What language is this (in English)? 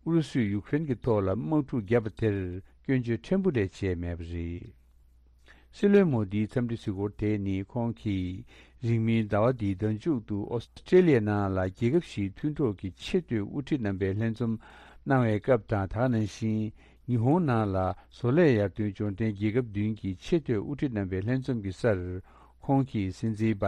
Tibetan